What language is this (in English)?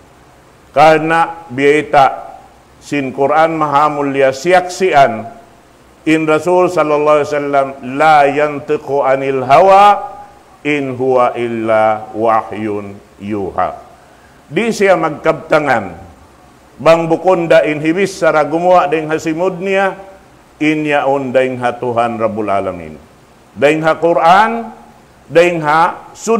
Tausug